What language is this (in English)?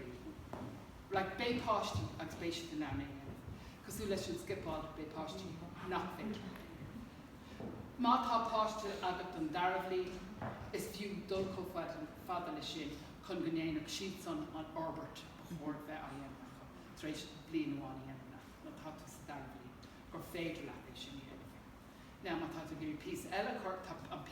Irish